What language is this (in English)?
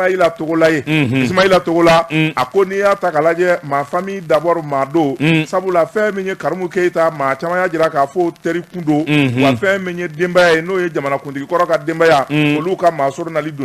Bambara